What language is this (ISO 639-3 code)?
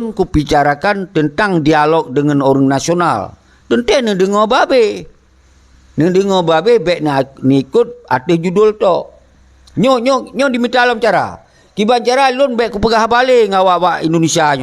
ace